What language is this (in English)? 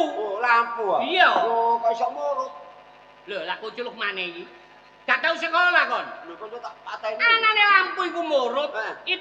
Javanese